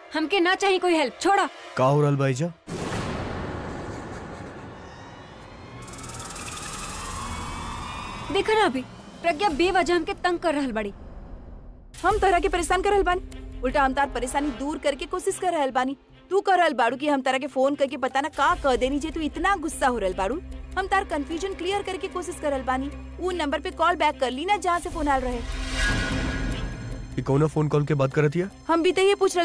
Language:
Bhojpuri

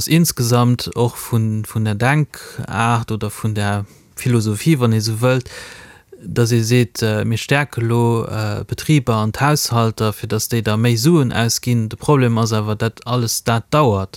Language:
Luxembourgish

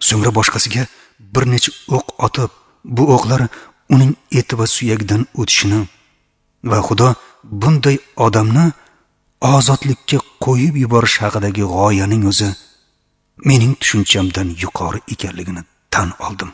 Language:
Uzbek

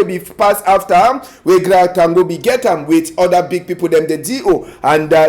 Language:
Cameroon Pidgin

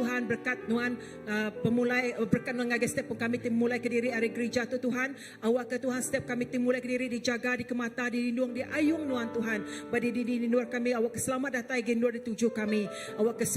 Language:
Iban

